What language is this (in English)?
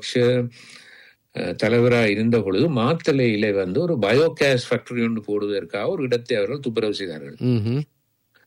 Tamil